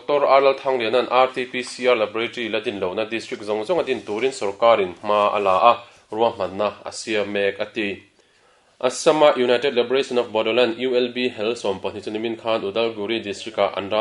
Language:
Mizo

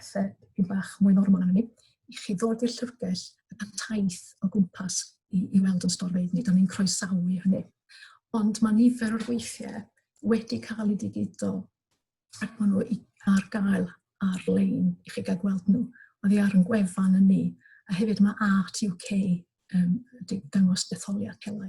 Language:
Welsh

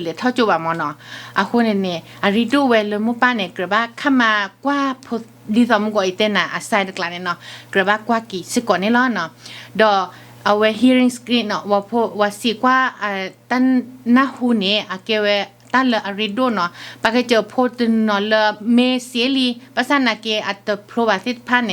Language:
S'gaw Karen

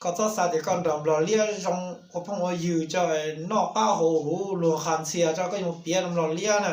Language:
Hmong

